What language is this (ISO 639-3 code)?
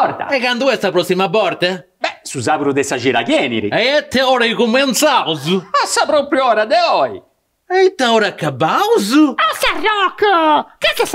srd